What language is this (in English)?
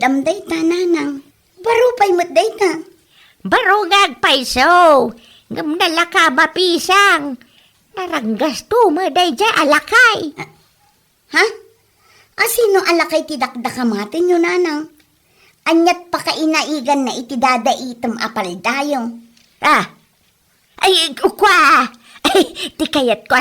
Iloko